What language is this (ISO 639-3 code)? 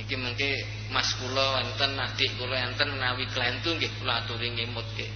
jav